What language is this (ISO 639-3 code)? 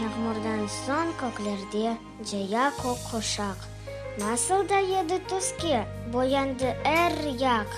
crh